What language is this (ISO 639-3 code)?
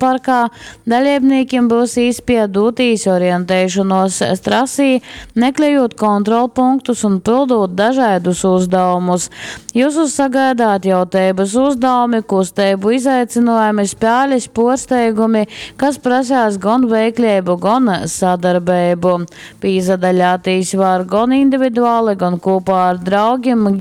ltg